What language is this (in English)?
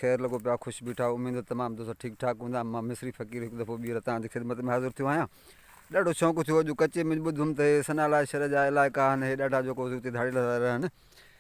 Sindhi